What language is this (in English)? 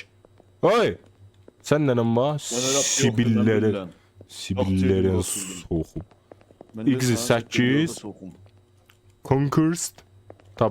South Azerbaijani